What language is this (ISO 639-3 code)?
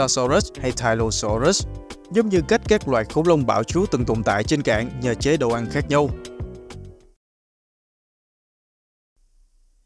vie